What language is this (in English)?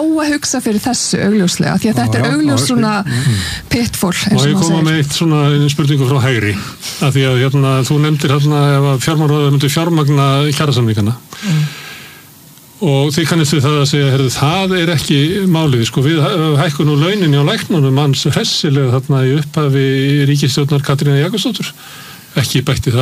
Icelandic